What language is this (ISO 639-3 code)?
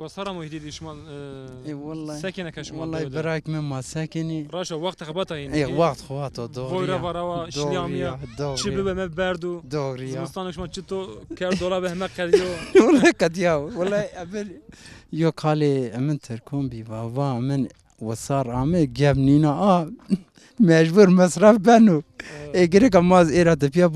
zza